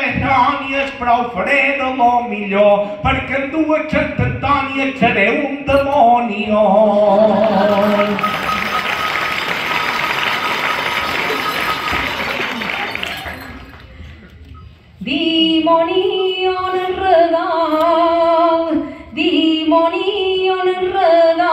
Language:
Catalan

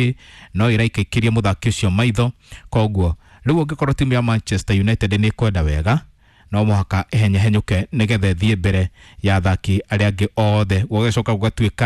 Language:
Kikuyu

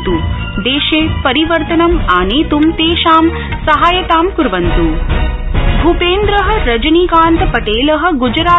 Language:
Sanskrit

